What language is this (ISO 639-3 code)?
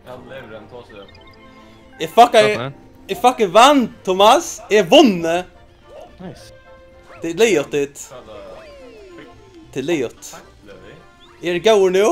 fao